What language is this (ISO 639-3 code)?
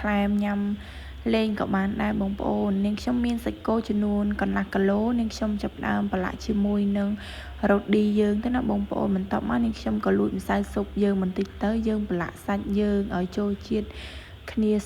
khm